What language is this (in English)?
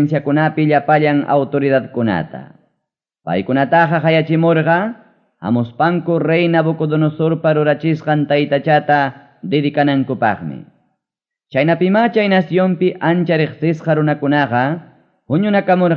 Ayacucho Quechua